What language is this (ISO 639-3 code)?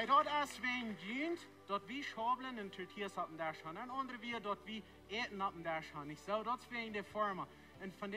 pdt